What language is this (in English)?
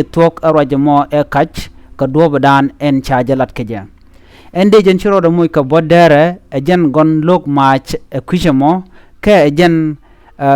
Nuer